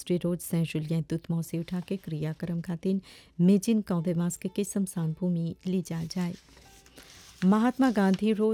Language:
Bhojpuri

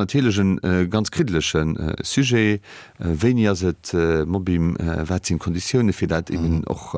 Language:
Luxembourgish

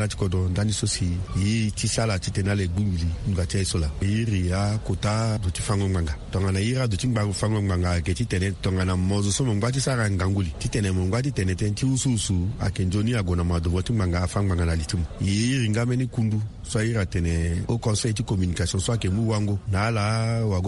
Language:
Sango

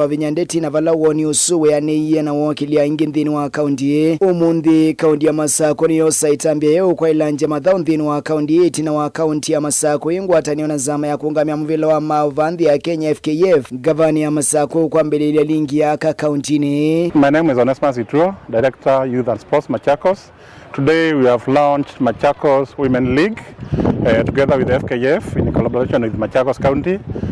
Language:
Kamba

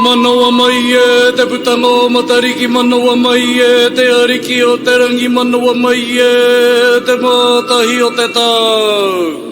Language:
Māori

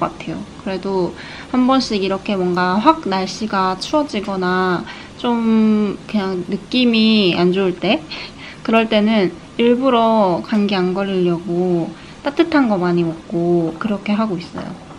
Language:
Korean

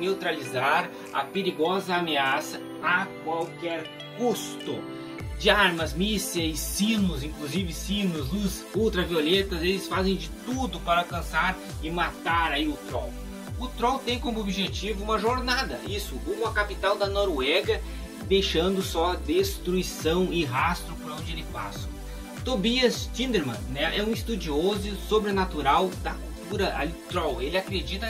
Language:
Portuguese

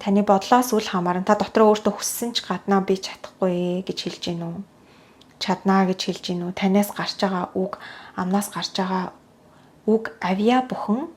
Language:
Mongolian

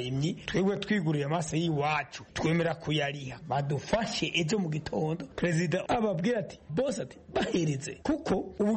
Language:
Kinyarwanda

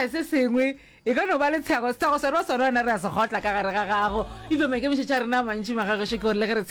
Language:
Northern Sotho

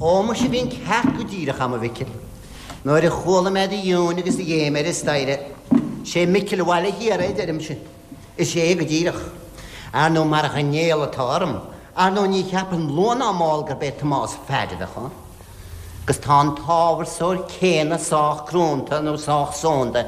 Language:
Irish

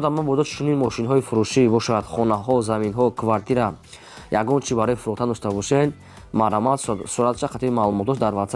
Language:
Tajik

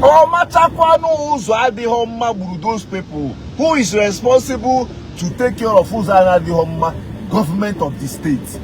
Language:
Igbo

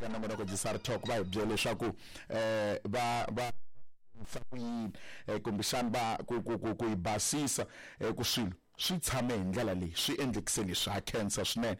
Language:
Tsonga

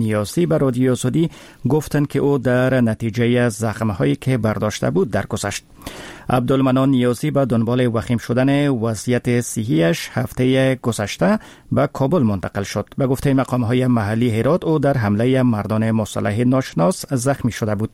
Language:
Persian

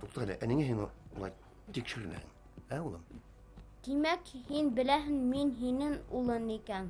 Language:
Bashkir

